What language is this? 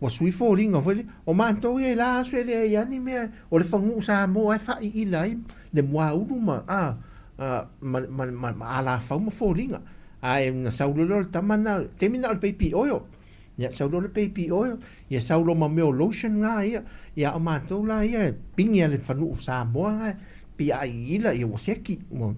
Samoan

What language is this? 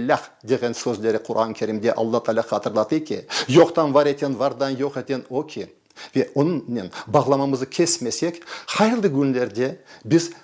Crimean Tatar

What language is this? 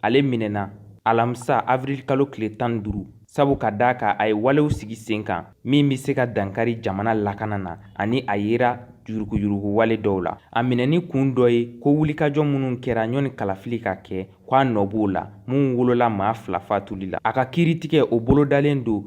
Bambara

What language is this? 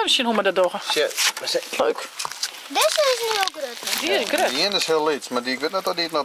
Western Frisian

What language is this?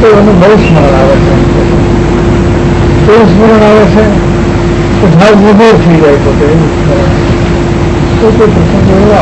Gujarati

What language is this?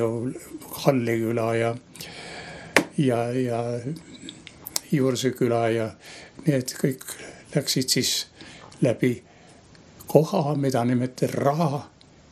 Estonian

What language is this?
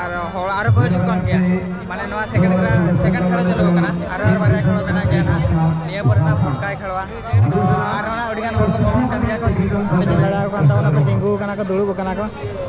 Santali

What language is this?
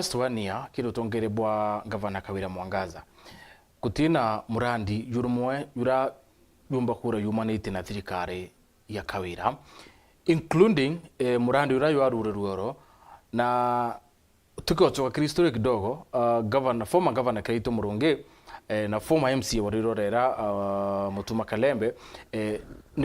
Meru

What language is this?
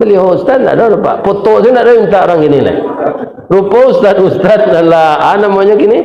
Minangkabau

